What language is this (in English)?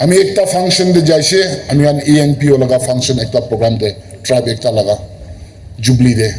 Naga Pidgin